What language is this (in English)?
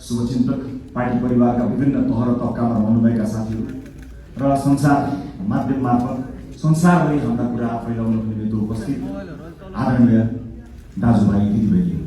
Nepali